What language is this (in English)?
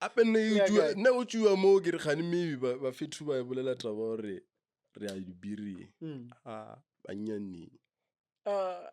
Northern Sotho